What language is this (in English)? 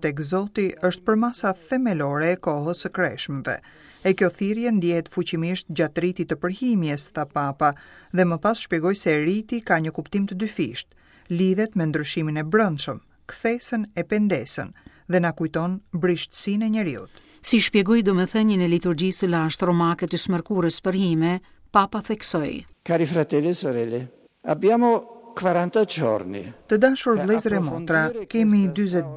Albanian